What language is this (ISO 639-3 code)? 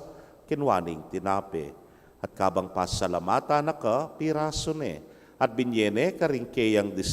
pam